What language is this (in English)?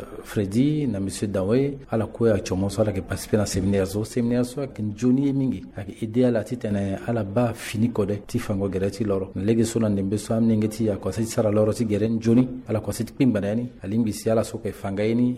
Sango